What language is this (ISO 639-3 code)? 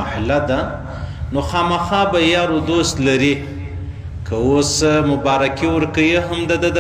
pus